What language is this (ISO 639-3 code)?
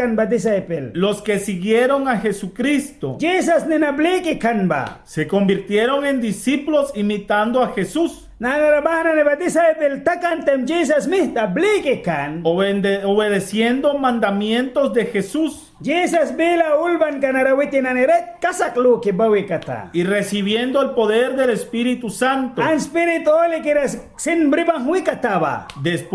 miq